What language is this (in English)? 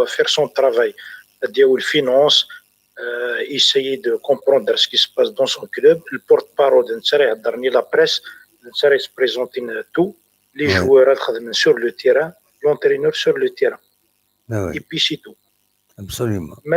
Kabyle